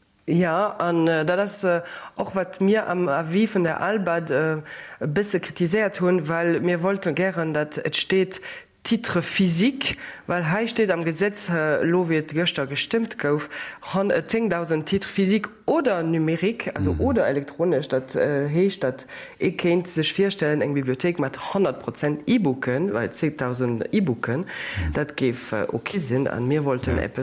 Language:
Luxembourgish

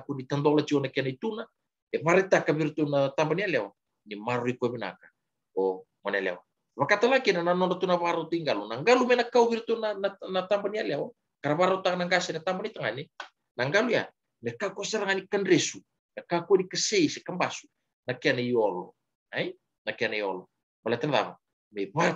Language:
Fijian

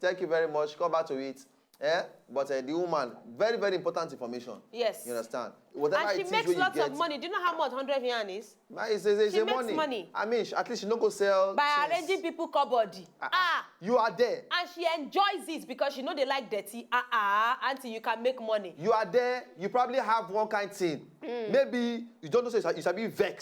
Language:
Nigerian Pidgin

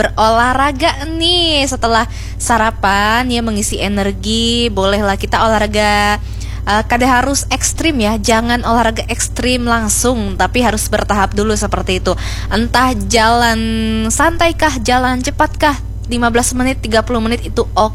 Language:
Banjar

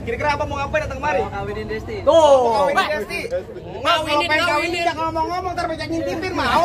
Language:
Betawi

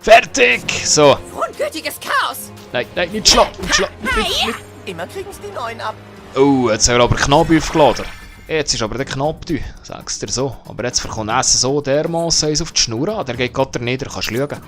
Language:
Swiss German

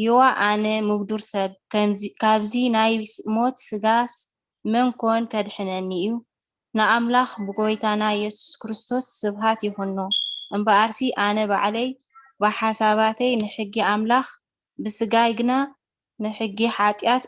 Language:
Tigrinya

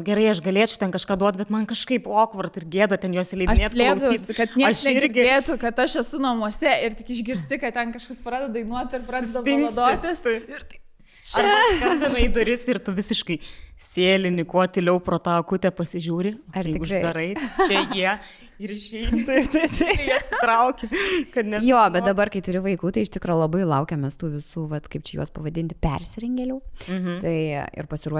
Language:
Lithuanian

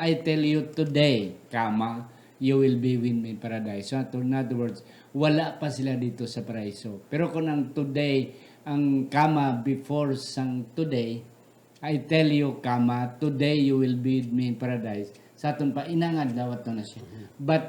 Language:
Hiligaynon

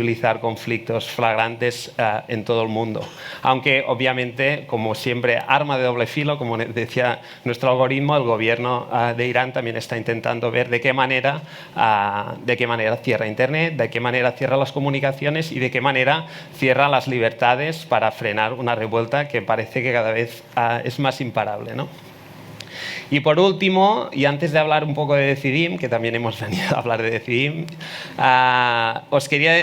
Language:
Spanish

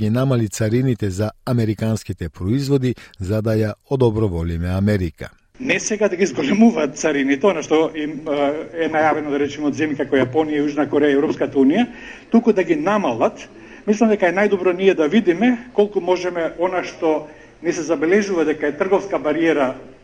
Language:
Macedonian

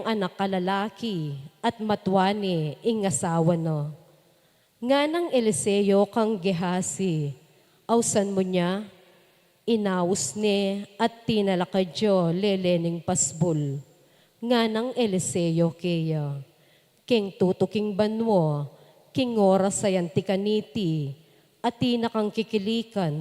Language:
Pampanga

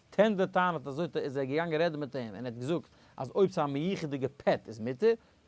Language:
Yiddish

